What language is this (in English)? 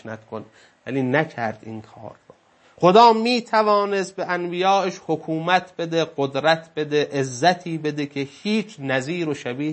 Persian